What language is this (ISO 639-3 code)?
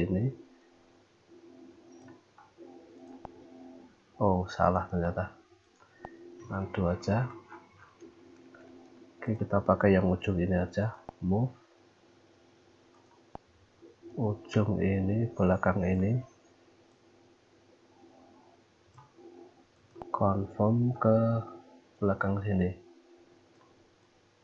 ind